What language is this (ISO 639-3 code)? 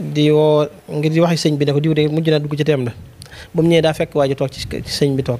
wol